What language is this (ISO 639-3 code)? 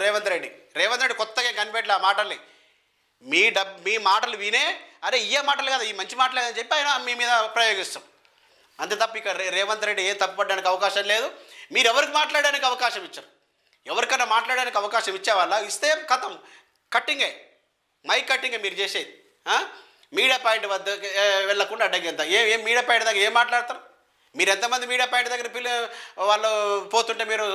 tel